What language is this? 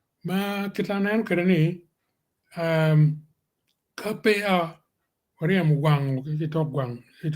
Acoli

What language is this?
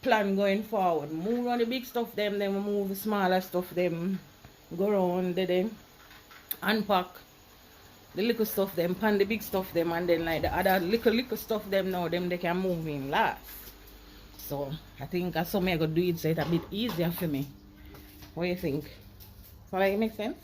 Jamaican Creole English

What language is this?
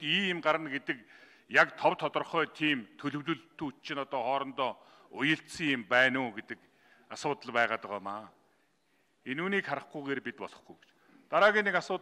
Mongolian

